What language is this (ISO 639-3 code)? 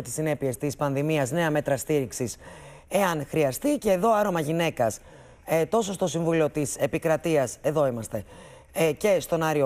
ell